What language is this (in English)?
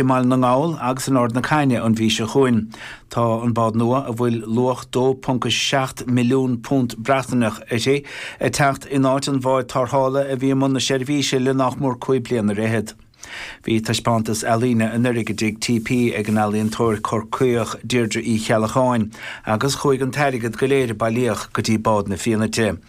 Irish